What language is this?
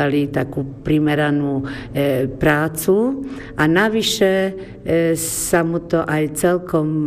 Slovak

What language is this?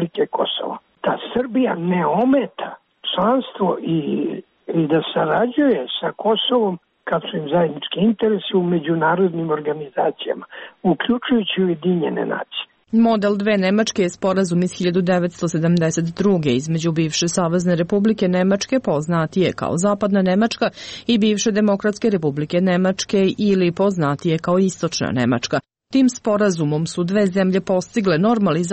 Serbian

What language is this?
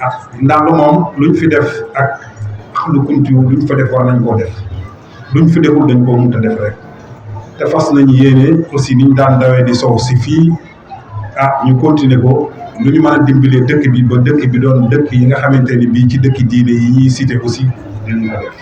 Wolof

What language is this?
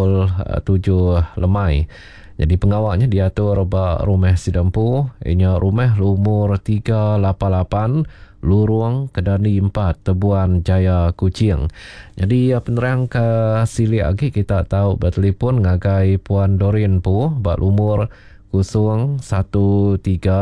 Iban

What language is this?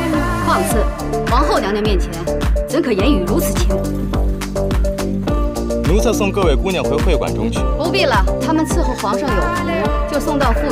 Chinese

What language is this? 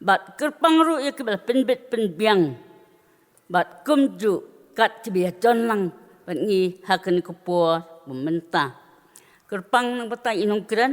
Khasi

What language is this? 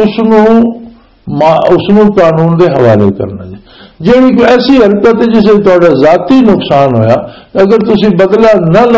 Western Panjabi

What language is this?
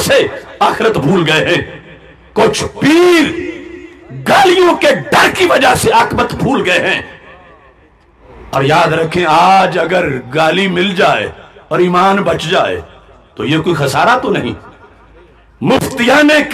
Urdu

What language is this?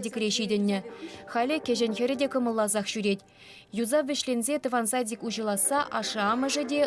Chuvash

